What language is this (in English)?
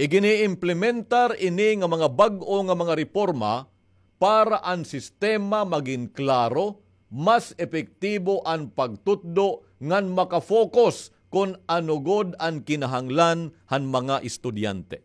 Waray